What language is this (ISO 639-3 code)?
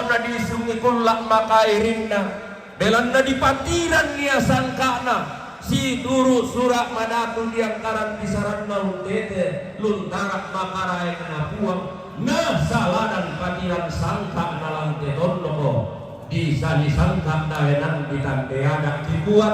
sda